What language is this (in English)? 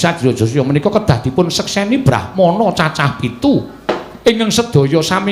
Javanese